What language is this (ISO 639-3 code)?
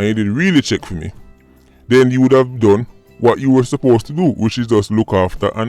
jam